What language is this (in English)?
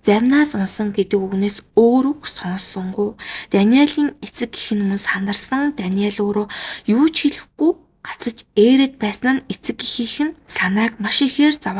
Mongolian